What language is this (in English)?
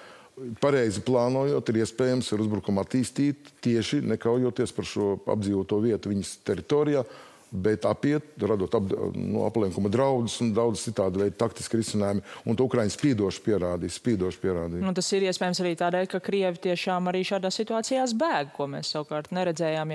Latvian